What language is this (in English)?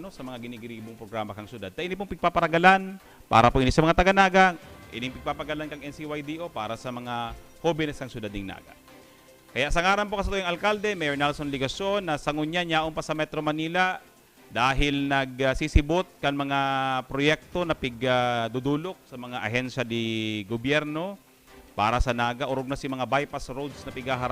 Bikol